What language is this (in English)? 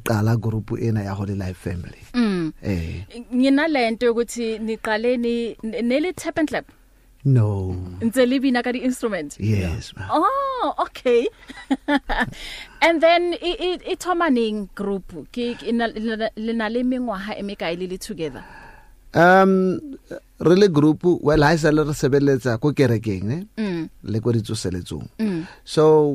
Southern Sotho